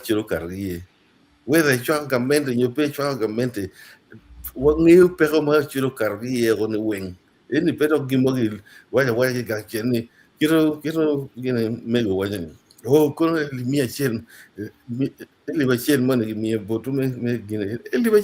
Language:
Acoli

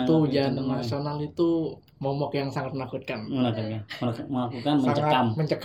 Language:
Indonesian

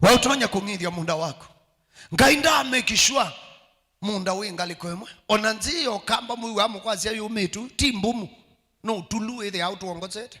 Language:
Kamba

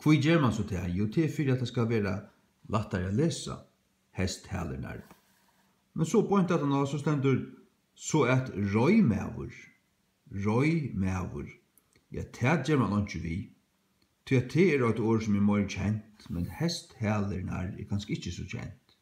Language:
Faroese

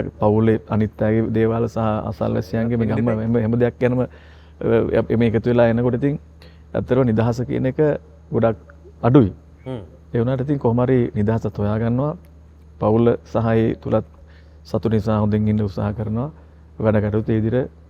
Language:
Sinhala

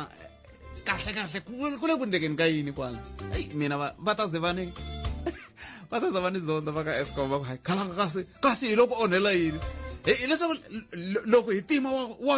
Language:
Tsonga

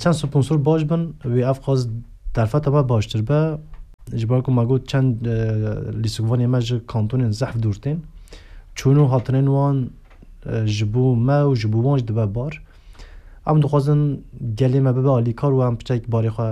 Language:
Kurdish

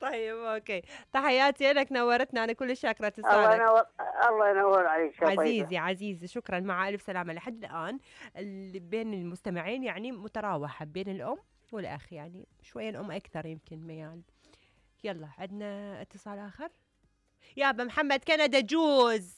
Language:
Mesopotamian Arabic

